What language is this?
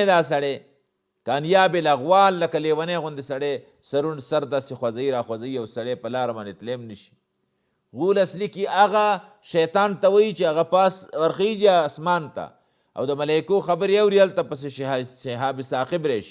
Pashto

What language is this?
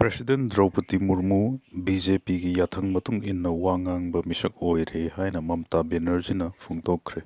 Manipuri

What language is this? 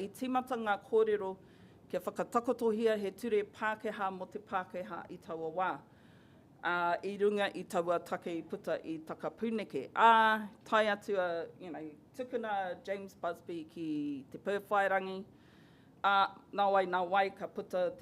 Māori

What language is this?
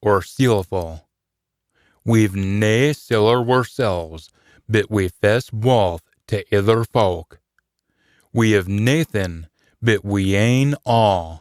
Scots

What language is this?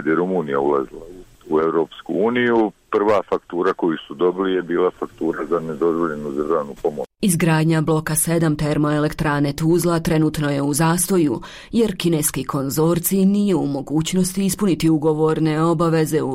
Bosnian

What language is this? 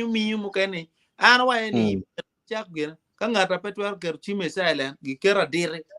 Acoli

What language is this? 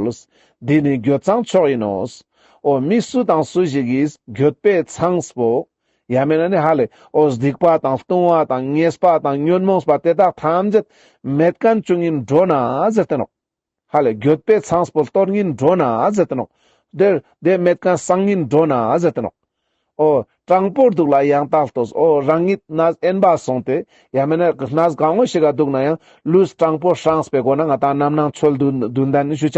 Ladakhi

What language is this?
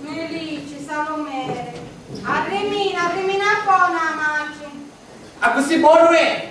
Sicilian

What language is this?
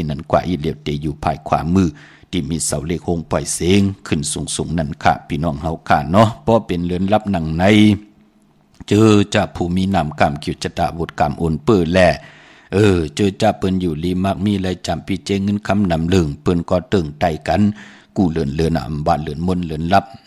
Shan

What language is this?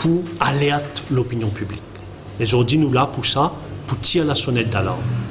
Morisyen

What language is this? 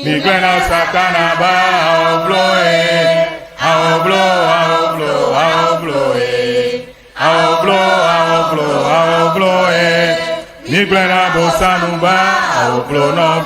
Ewe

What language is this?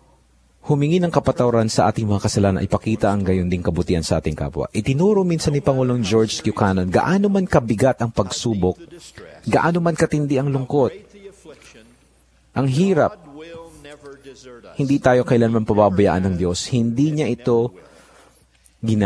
Filipino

